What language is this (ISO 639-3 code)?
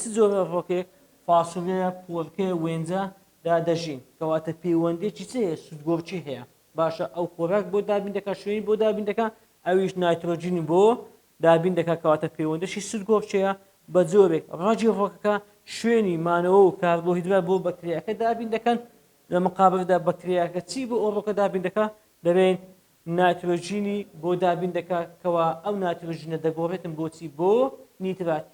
ckb